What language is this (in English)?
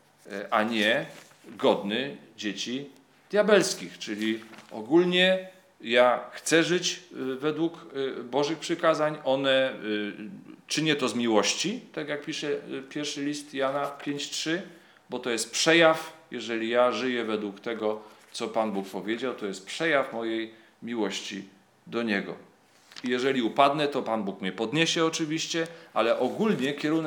Polish